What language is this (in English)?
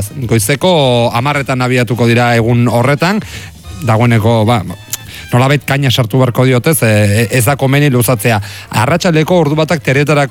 Basque